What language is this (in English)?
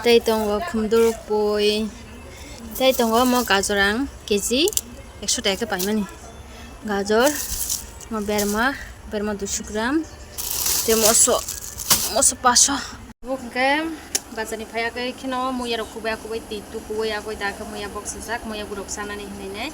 Kok Borok